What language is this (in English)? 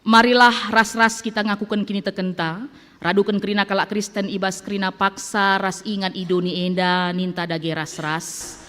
Batak Karo